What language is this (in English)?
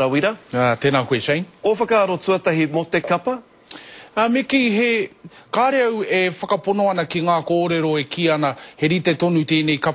Māori